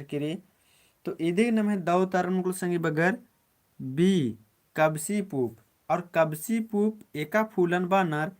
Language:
Kurukh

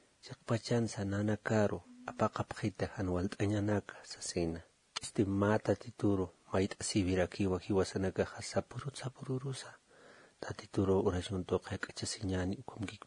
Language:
Aymara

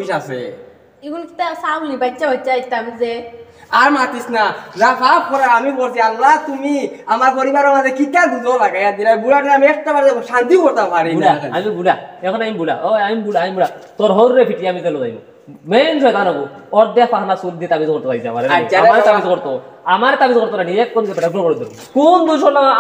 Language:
Sylheti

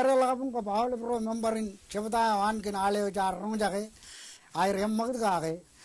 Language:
Marshallese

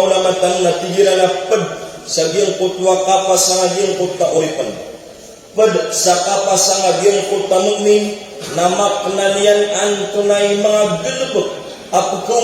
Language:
Maranao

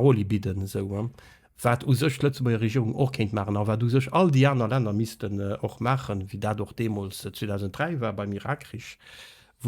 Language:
Luxembourgish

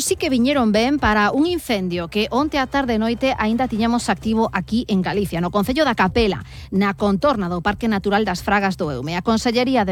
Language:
Galician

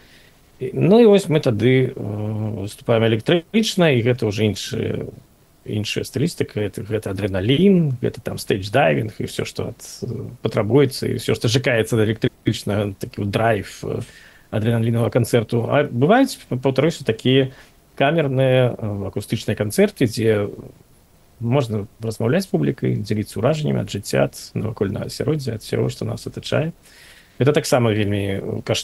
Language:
Belarusian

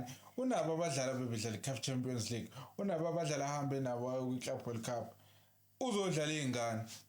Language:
Zulu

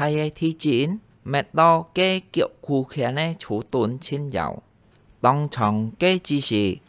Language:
Hakka Chinese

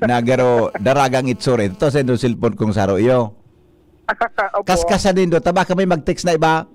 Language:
Bikol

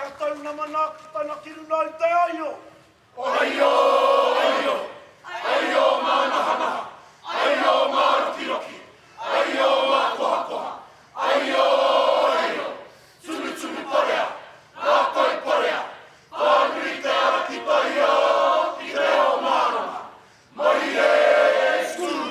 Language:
Māori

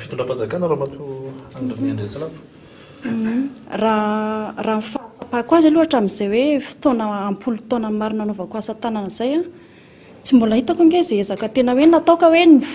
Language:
Malagasy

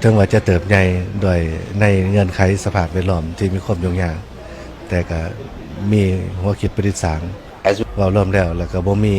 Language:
Lao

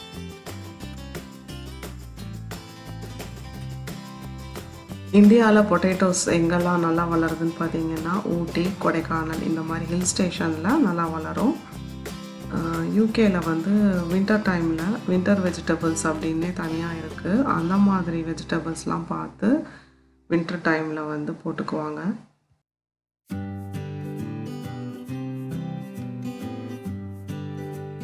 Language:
Tamil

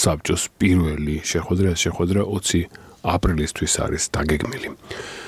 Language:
Georgian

